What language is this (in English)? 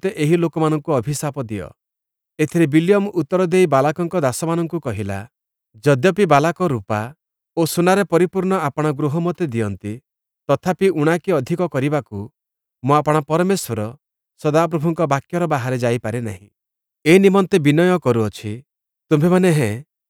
Odia